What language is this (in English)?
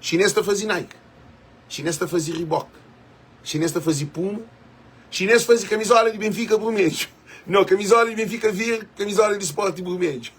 Kabuverdianu